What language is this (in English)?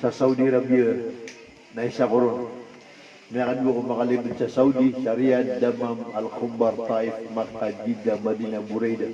Maranao